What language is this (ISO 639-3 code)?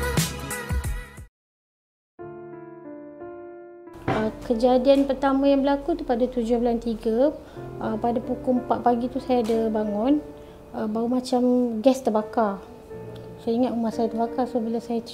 msa